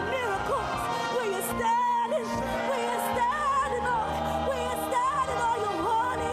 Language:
Ewe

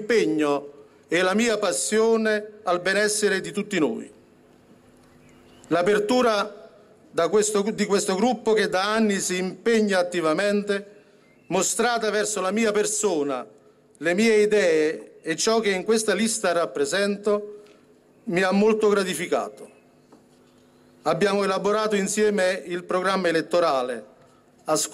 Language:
Italian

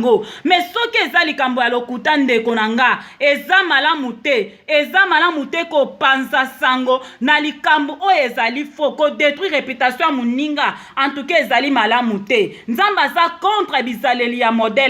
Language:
Lingala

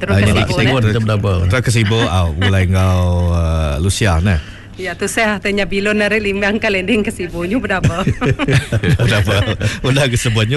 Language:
Iban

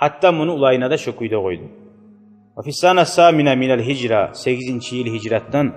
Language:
Kumyk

